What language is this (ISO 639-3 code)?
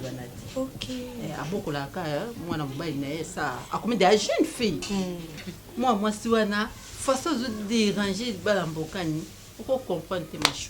lin